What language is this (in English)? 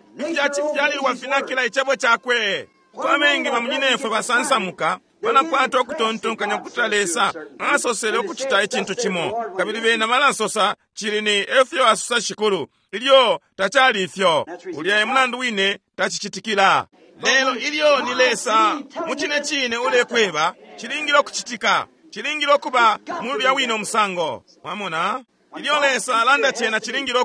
Bemba